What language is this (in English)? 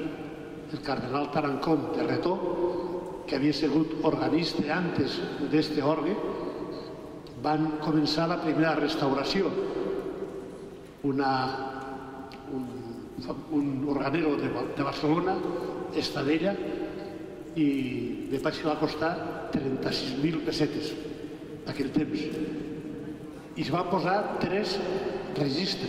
Catalan